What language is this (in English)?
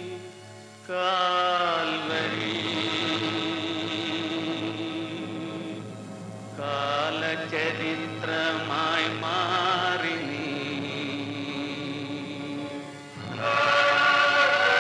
Malayalam